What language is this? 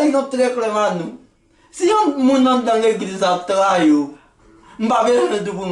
Haitian Creole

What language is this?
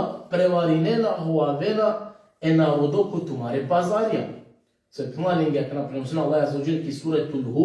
Balkan Romani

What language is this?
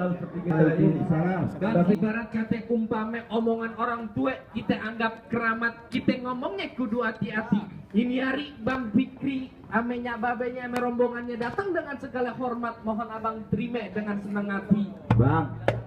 Betawi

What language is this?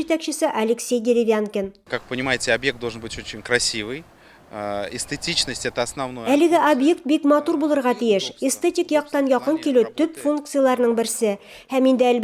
Tatar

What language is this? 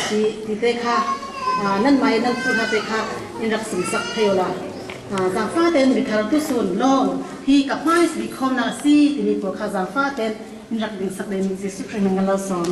Falam Chin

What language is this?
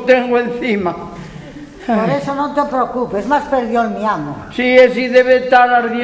Asturian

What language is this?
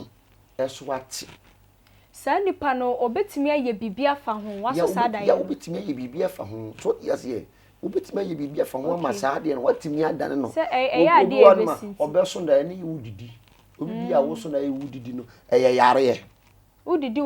Akan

